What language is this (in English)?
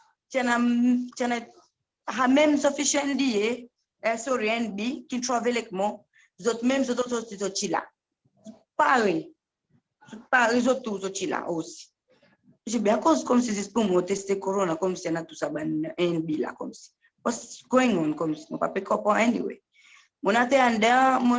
Seselwa Creole French